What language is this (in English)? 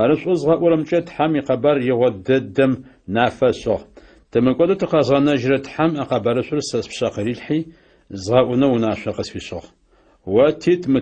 Adyghe